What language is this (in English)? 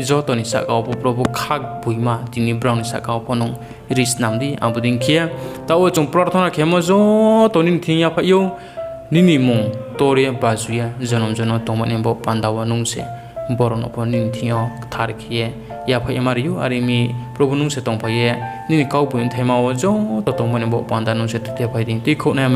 Riang (India)